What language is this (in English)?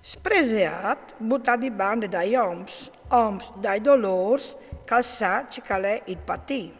Friulian